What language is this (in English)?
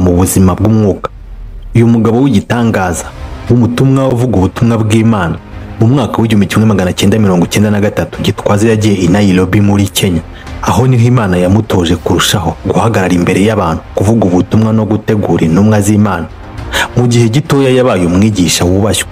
Kinyarwanda